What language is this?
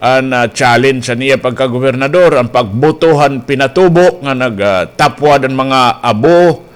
Waray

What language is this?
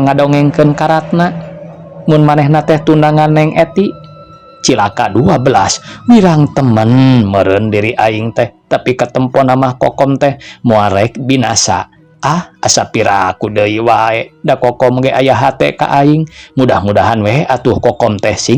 Sundanese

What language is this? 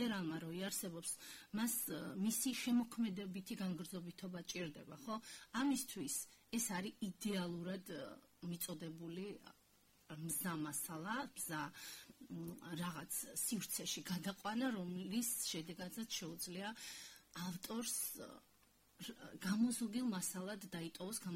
Georgian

